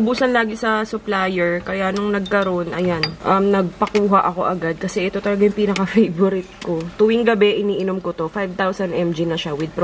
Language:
Filipino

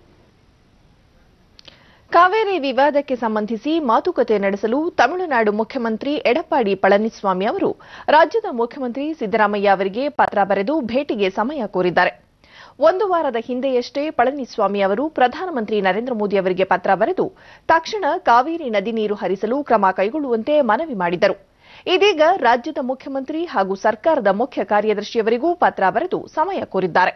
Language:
Kannada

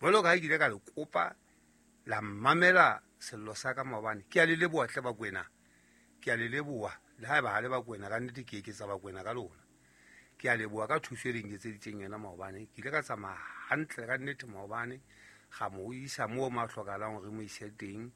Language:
Southern Sotho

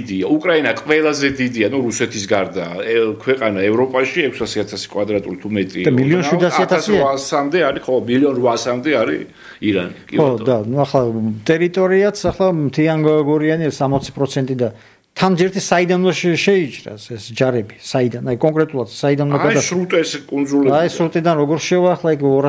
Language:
Georgian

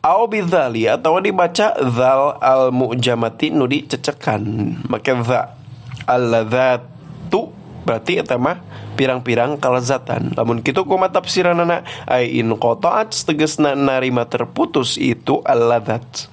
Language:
Sundanese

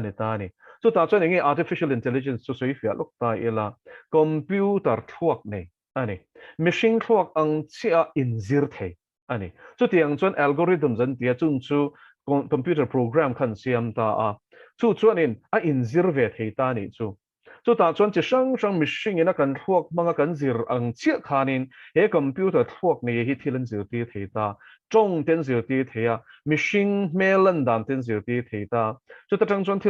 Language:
Mizo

